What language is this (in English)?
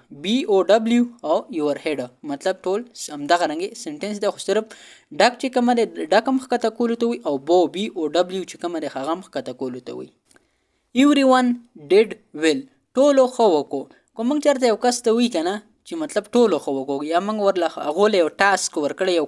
Pashto